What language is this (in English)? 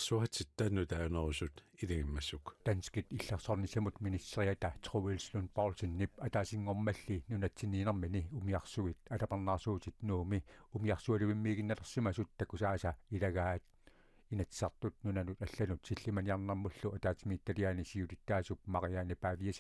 Kalaallisut